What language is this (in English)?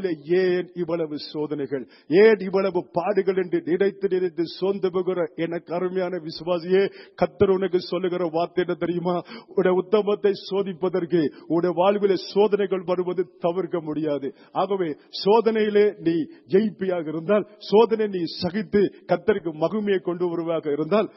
Tamil